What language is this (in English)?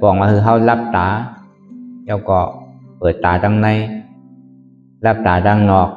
Shan